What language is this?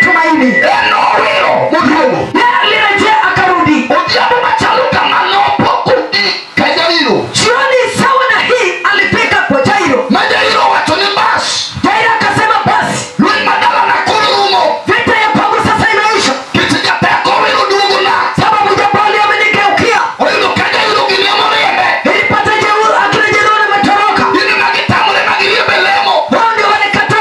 Luo (Kenya and Tanzania)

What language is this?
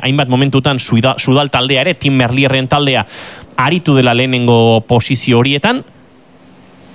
Basque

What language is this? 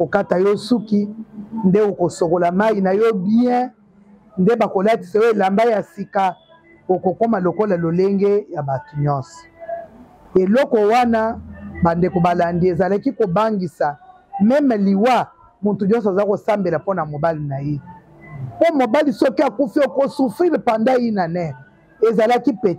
Lingala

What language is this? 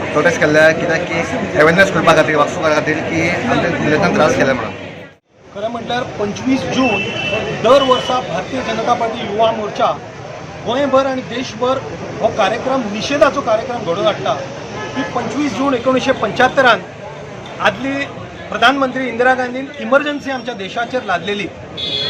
Konkani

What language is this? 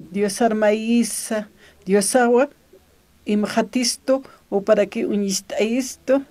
Aymara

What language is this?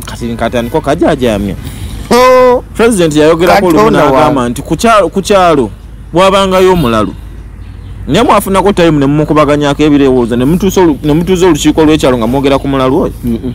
Ganda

